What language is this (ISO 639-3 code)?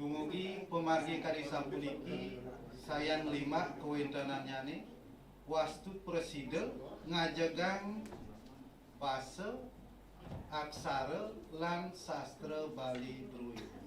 ban